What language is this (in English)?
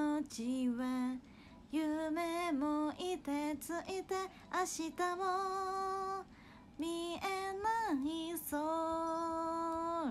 Japanese